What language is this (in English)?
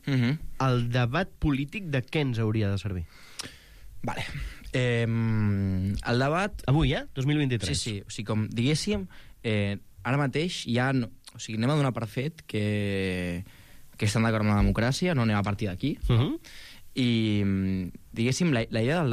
Catalan